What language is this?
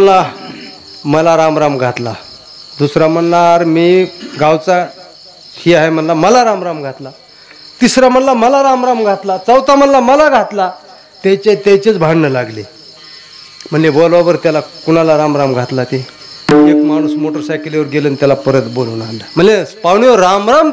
Marathi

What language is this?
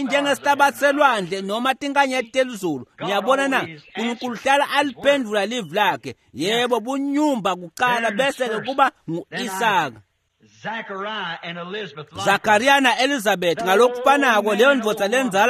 Swati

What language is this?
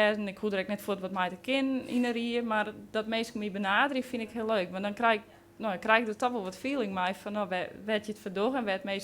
Western Frisian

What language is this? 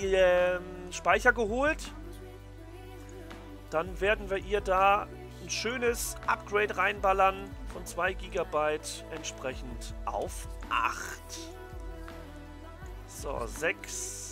German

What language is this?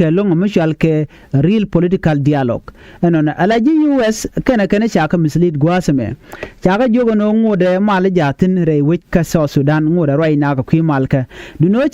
Nuer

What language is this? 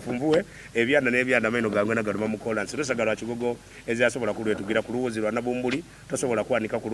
Soga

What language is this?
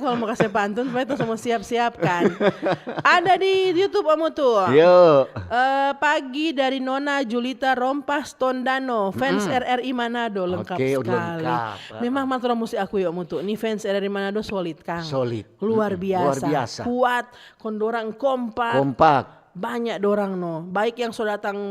Manado Malay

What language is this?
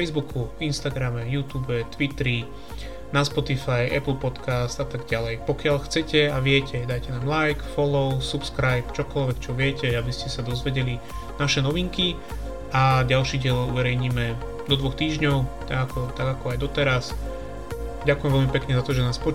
Slovak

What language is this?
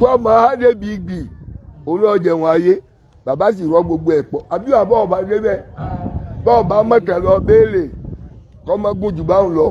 Yoruba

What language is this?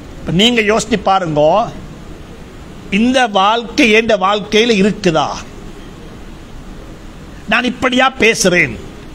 Tamil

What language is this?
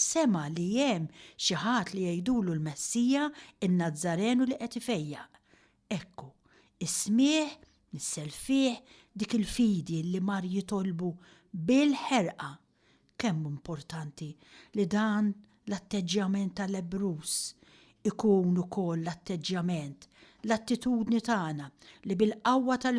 Maltese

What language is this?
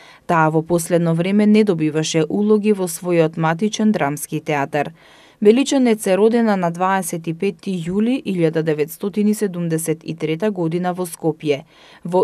Macedonian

